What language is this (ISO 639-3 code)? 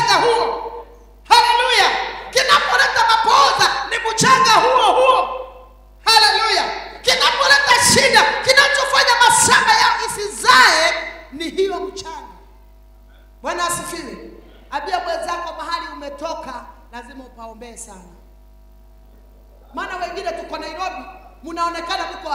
swa